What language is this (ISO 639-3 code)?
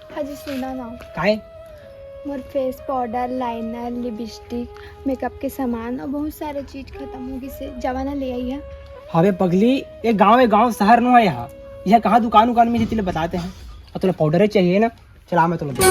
hne